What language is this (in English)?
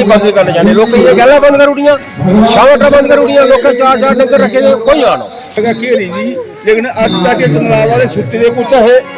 Dogri